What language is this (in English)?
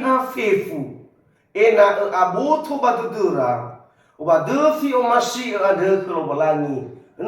Nias